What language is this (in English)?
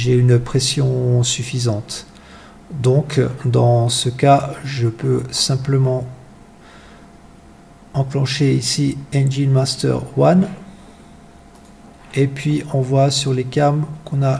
French